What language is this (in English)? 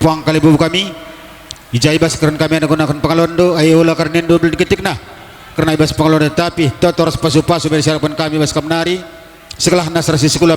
Batak Karo